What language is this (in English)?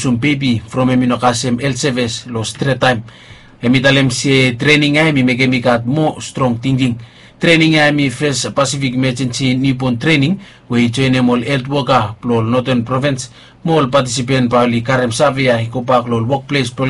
Bislama